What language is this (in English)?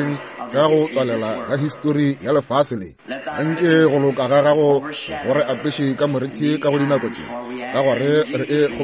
Northern Sotho